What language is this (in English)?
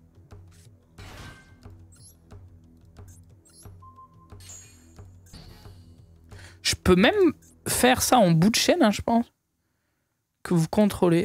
French